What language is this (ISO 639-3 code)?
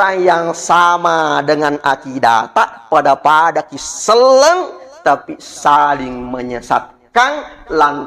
bug